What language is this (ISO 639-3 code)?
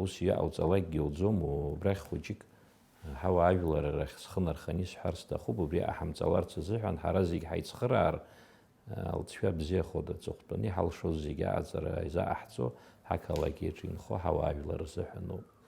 abk